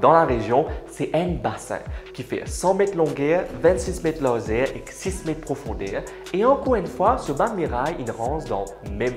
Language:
Morisyen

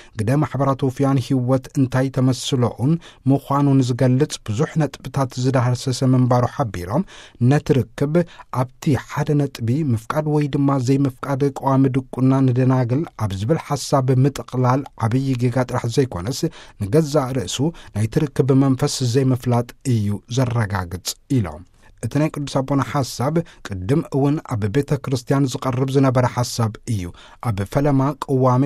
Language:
Tigrinya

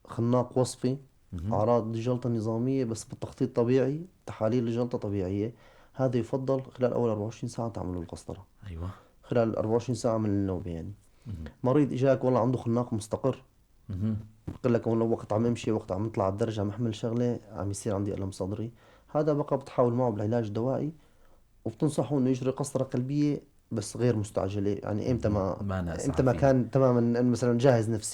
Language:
North Levantine Arabic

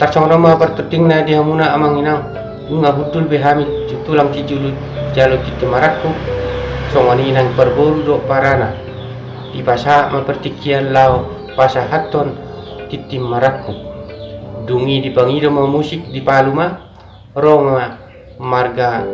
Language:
Batak Toba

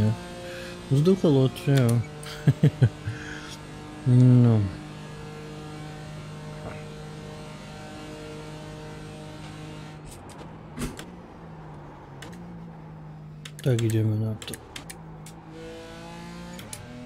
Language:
Slovak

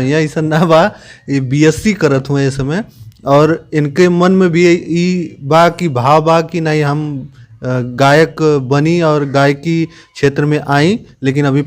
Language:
Bhojpuri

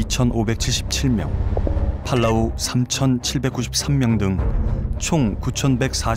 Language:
Korean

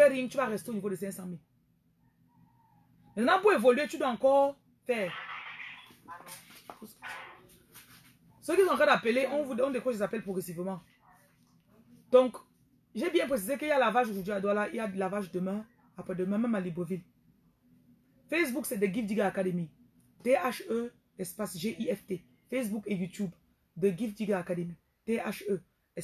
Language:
French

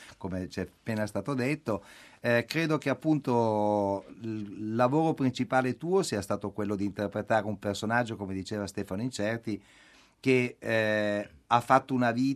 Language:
Italian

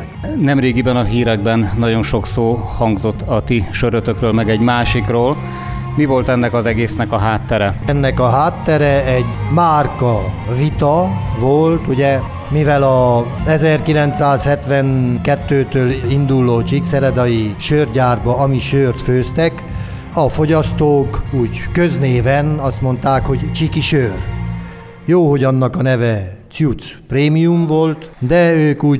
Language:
Hungarian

